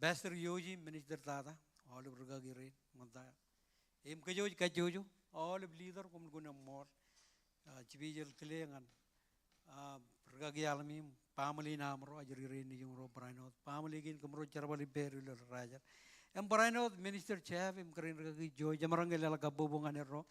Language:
Marshallese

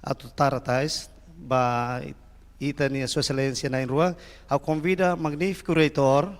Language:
Tetum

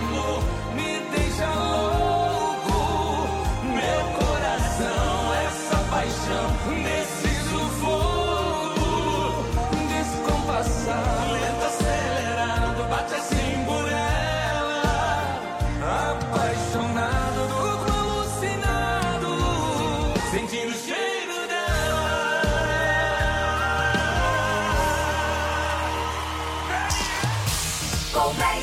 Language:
Portuguese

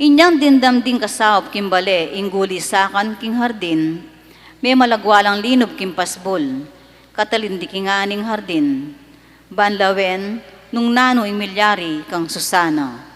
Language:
Pampanga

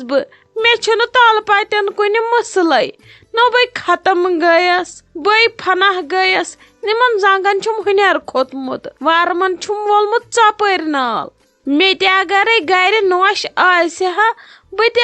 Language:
Kashmiri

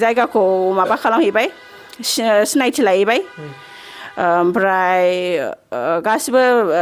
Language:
Bodo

